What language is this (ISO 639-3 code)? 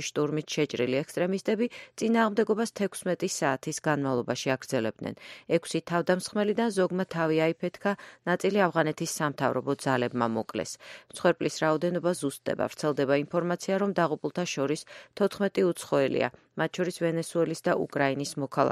kat